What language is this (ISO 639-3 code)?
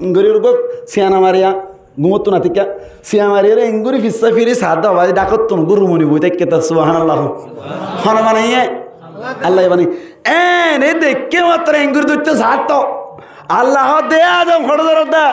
rhg